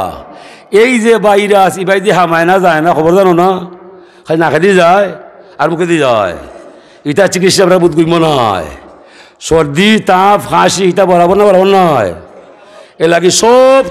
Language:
Sylheti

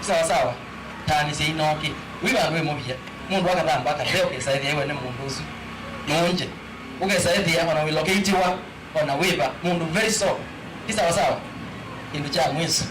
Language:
Kamba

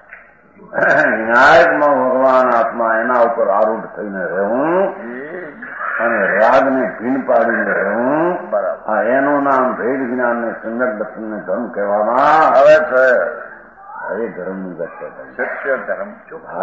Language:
Gujarati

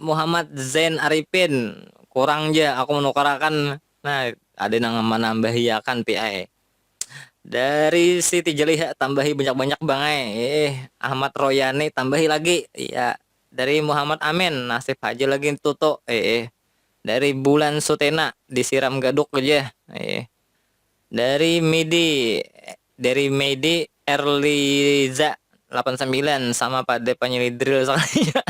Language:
Banjar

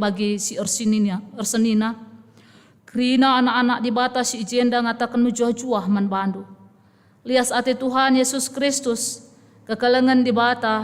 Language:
Batak Karo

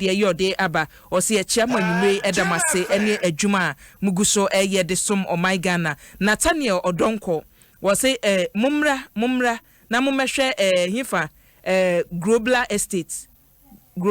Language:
Akan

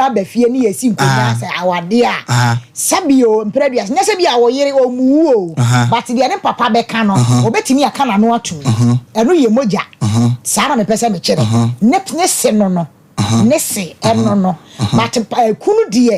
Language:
Akan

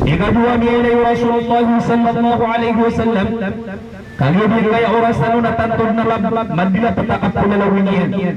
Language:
Maranao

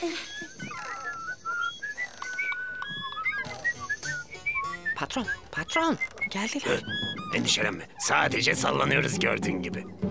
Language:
Turkish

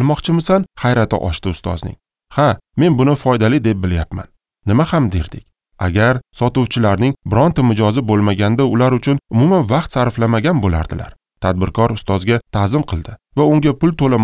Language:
Uzbek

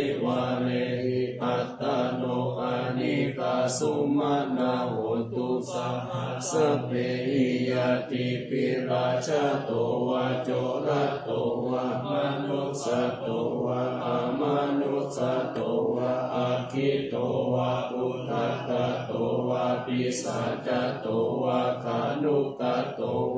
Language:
Pali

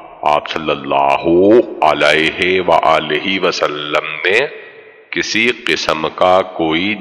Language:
Urdu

